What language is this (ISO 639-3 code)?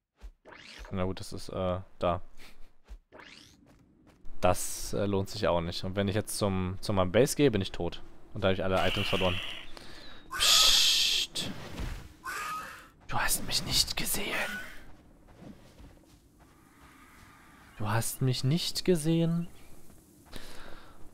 deu